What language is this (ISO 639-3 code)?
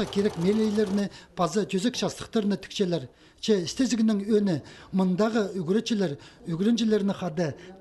kjh